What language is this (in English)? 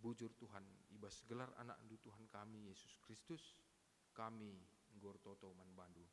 Batak Karo